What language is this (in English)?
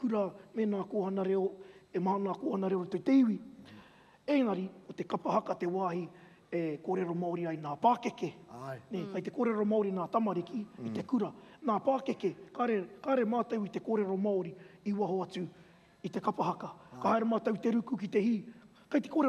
Māori